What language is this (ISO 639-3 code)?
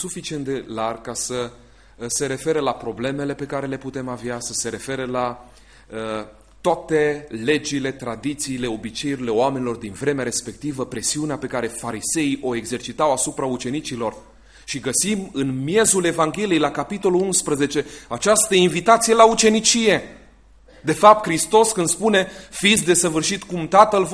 ron